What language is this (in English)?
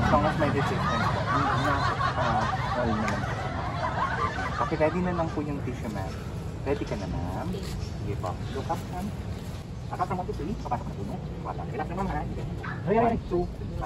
Filipino